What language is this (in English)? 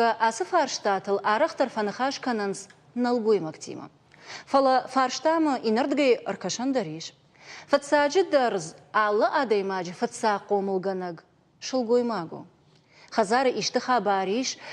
Ossetic